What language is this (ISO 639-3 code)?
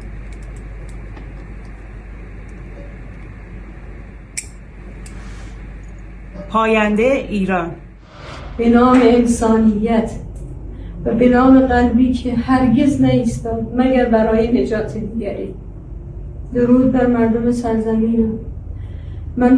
fas